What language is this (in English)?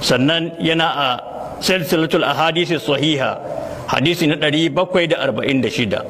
Hausa